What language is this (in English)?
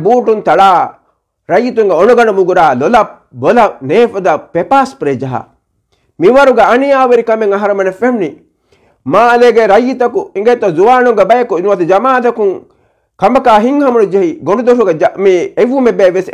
Divehi